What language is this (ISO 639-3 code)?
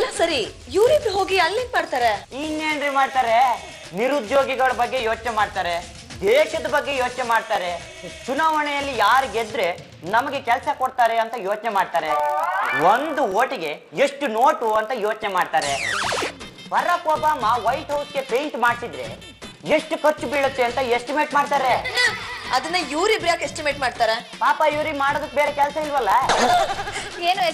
kan